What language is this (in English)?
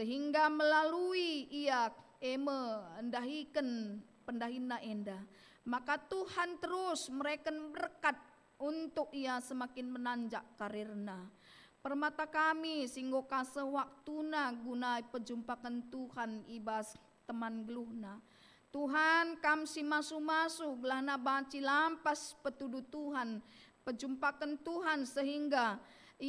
Batak Karo